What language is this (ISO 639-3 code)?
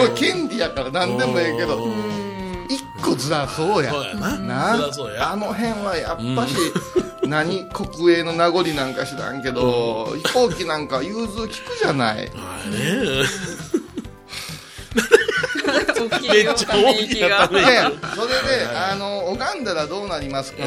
jpn